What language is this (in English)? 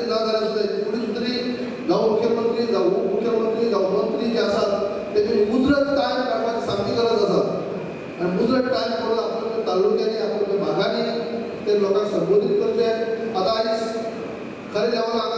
Konkani